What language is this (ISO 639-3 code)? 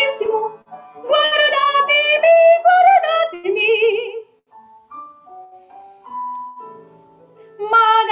eng